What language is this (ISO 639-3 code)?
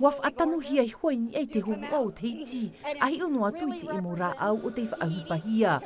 tah